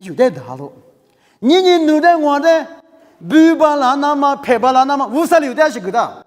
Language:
Lisu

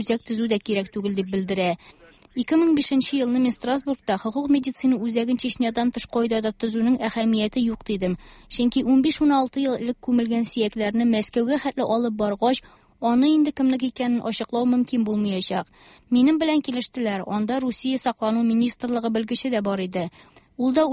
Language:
Tatar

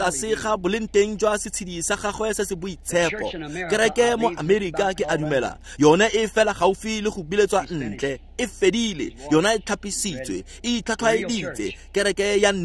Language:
Tswana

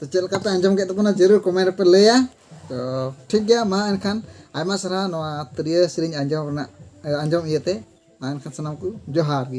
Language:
Santali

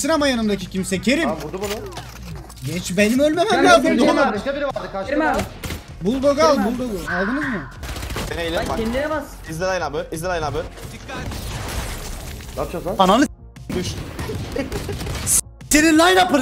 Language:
Turkish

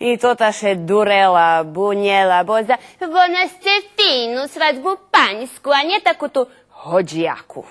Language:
Rusyn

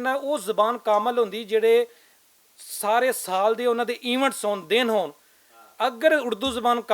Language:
Western Panjabi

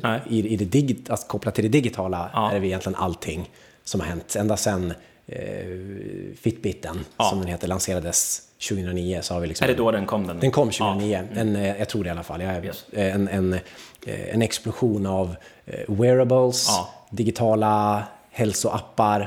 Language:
Swedish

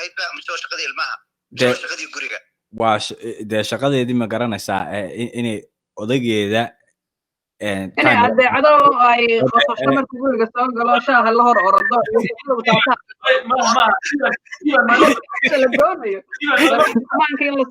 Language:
Somali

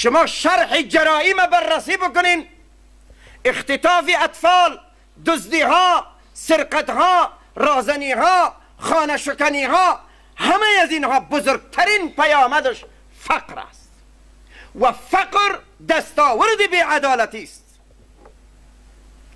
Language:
Persian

